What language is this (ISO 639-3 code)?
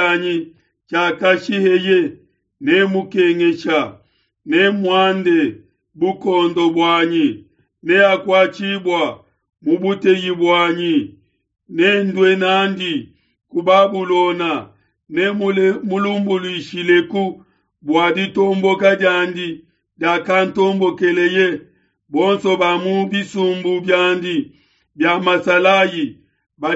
lua